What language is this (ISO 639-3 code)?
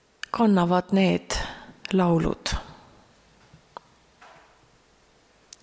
est